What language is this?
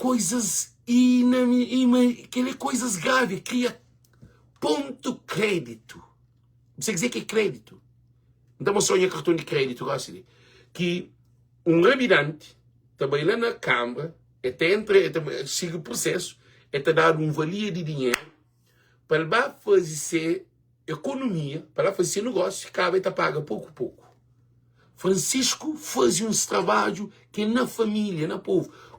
Kabuverdianu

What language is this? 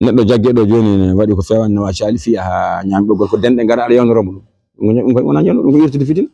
Fula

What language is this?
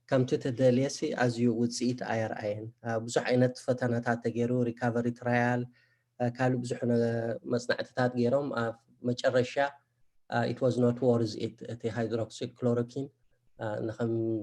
Tigrinya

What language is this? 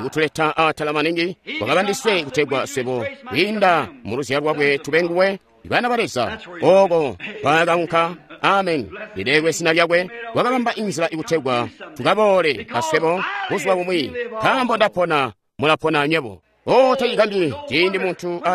Tonga (Zambia)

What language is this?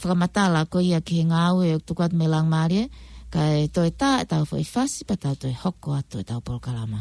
Tongan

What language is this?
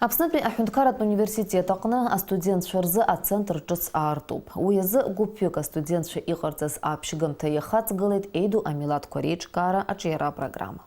Abkhazian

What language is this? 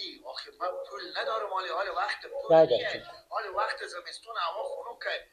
Persian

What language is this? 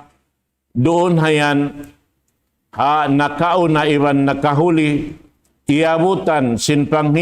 Tausug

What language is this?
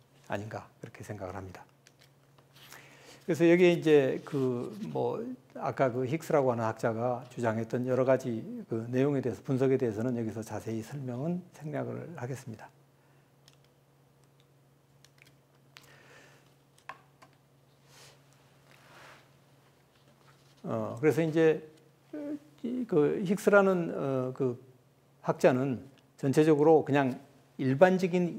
Korean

